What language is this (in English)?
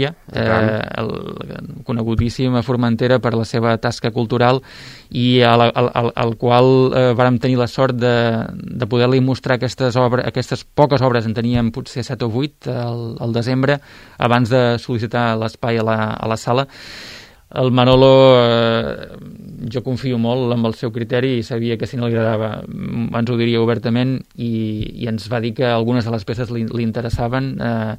Catalan